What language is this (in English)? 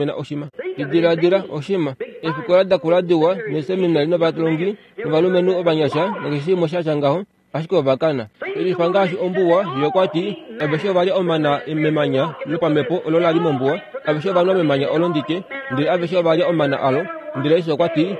Kuanyama